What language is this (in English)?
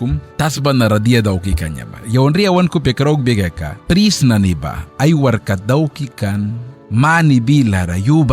Mískito